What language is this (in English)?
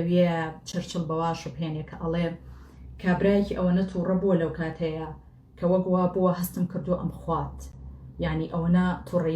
Central Kurdish